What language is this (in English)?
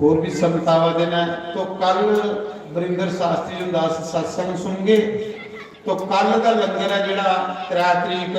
Dogri